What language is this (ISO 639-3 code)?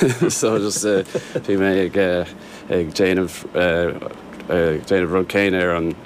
gle